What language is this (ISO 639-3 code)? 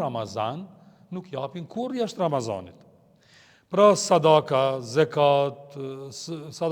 sqi